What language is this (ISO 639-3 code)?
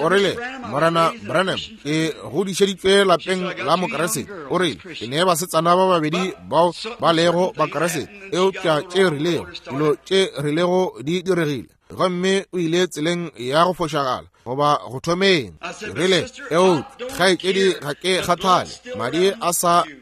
nso